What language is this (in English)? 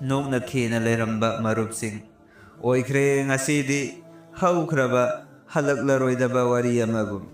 Manipuri